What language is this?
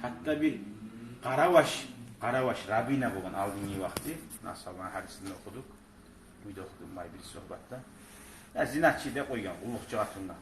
Kumyk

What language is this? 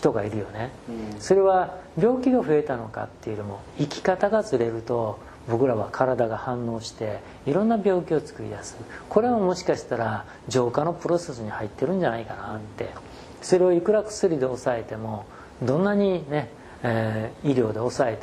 Japanese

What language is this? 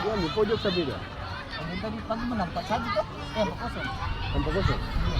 Ambonese Malay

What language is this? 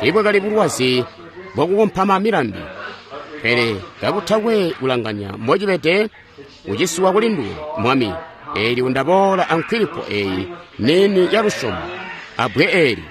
Tonga (Zambia)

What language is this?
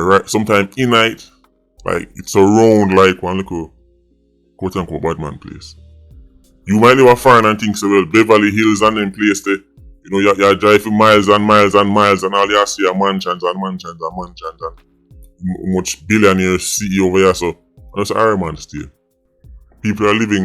Jamaican Creole English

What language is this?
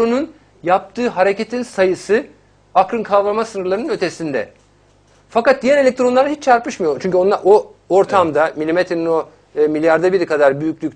Turkish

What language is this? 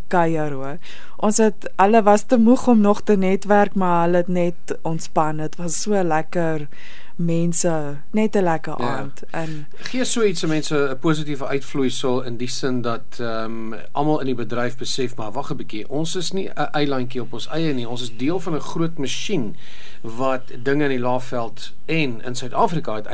Afrikaans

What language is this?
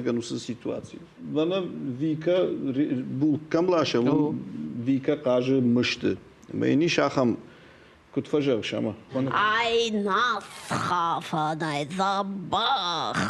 Ossetic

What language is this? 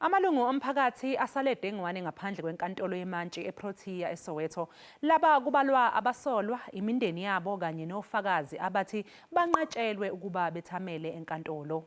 Zulu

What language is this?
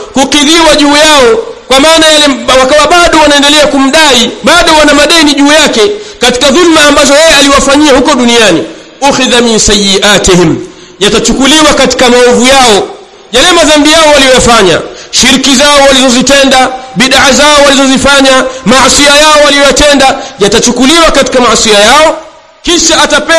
Swahili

